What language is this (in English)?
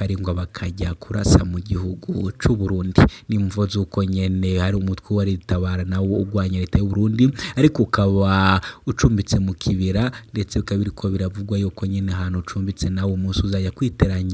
Rundi